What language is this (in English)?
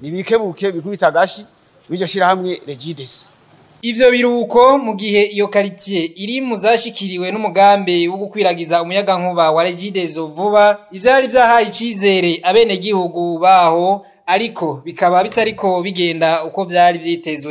Rundi